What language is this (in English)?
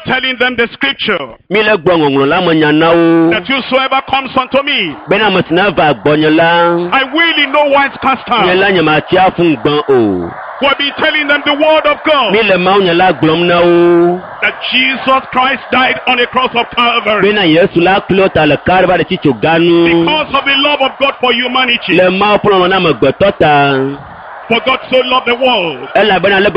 Ewe